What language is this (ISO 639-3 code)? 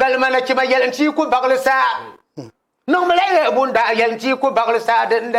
dag